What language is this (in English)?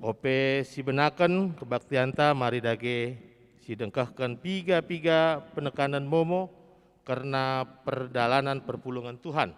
Batak Karo